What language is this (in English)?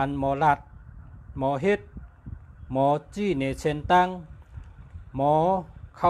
Shan